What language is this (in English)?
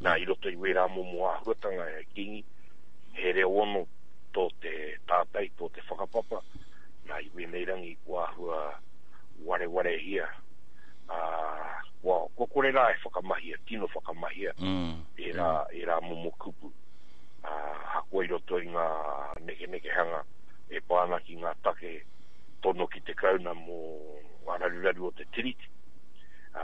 Māori